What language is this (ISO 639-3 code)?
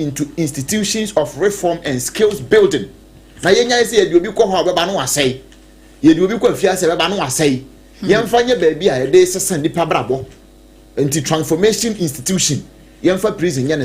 aka